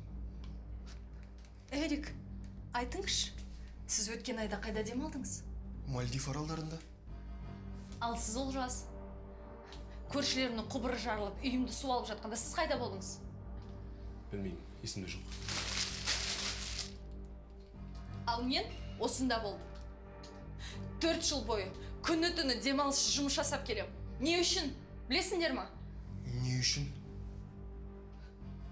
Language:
Kazakh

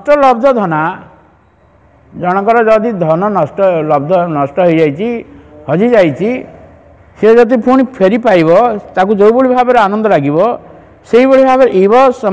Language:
Odia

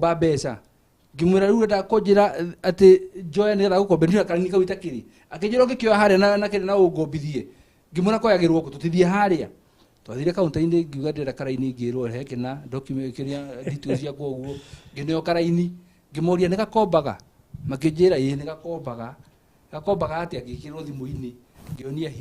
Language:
Kikuyu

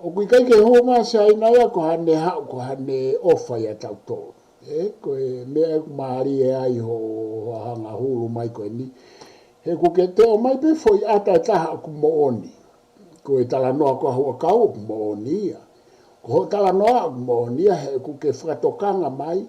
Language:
Tongan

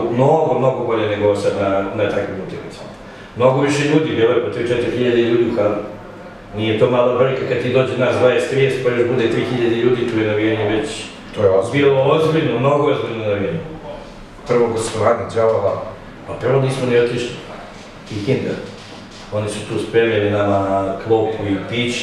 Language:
Serbian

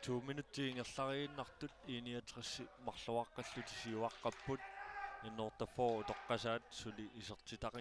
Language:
Kalaallisut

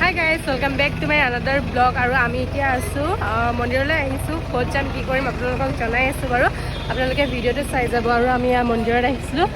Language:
Assamese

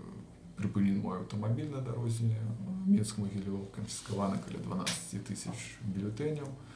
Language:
Belarusian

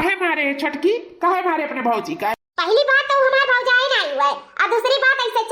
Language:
Awadhi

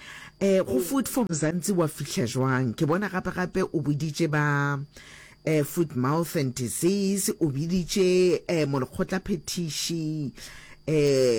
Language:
Northern Sotho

